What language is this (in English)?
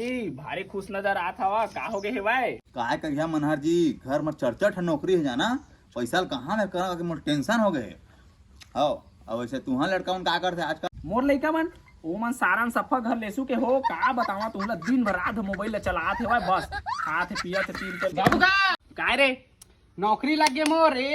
Chhattisgarhi